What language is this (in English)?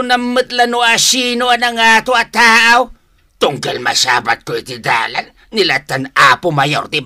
Iloko